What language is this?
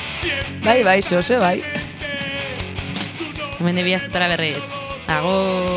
Basque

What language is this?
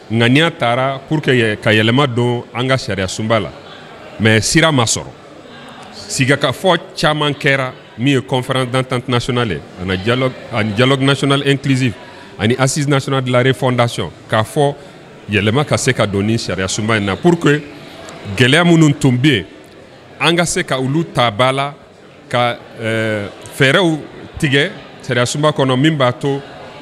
Bambara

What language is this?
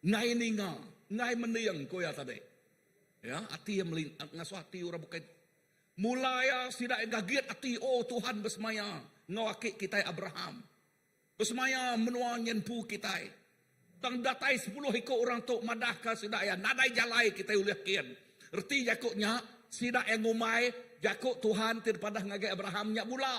Iban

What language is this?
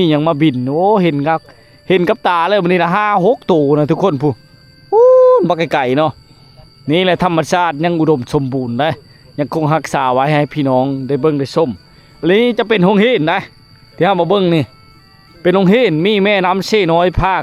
Lao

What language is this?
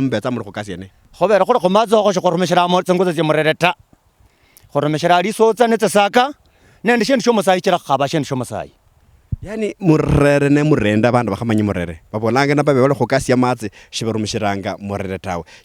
Luyia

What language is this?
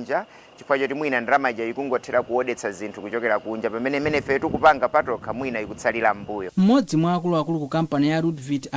Nyanja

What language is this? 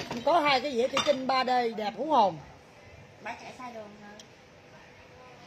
Vietnamese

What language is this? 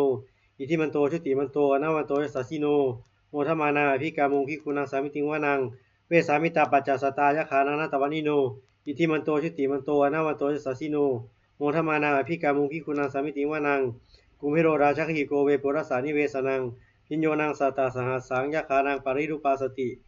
Pali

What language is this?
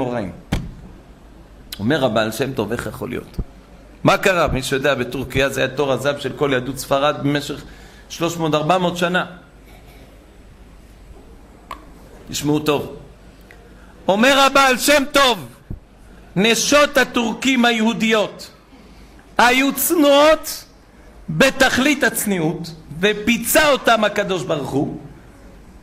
Hebrew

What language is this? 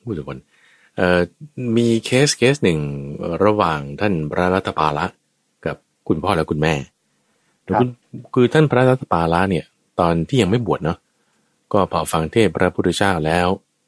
Thai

